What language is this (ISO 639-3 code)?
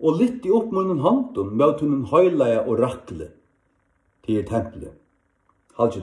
fao